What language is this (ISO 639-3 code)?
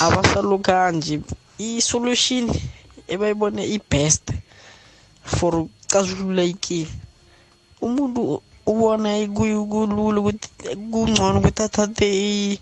nbl